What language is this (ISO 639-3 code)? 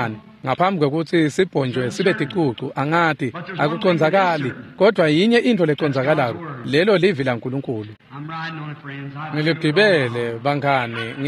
ssw